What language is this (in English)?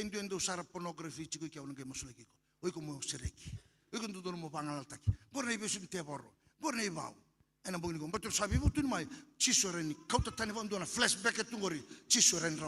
Fijian